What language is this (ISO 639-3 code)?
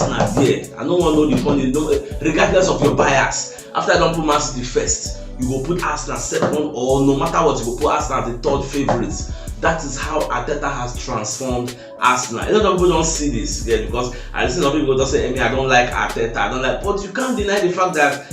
pcm